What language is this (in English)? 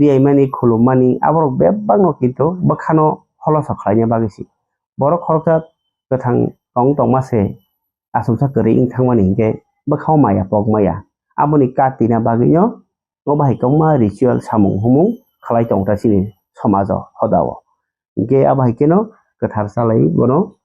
Kok Borok